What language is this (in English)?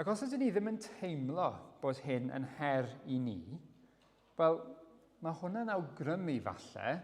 Welsh